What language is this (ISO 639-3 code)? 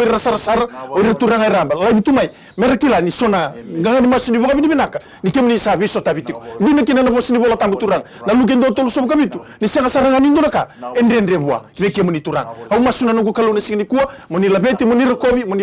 fij